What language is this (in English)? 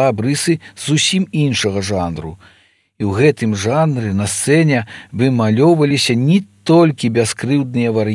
Belarusian